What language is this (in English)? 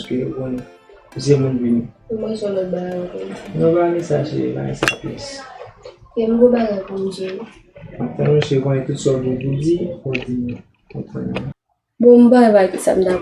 Haitian Creole